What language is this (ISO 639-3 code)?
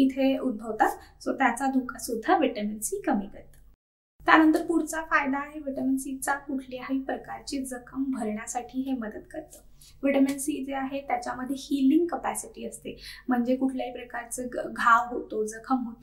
mar